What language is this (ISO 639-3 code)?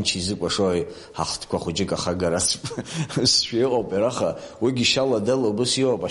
abk